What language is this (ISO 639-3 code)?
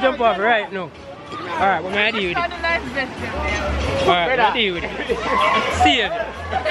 jam